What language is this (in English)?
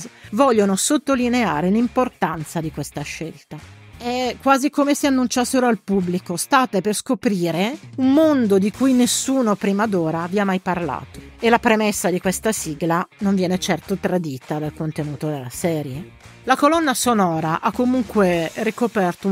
Italian